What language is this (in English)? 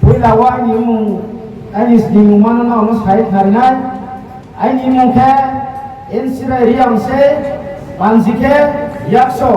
Riang (India)